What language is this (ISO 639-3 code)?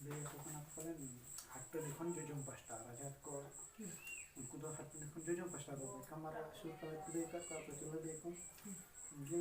sat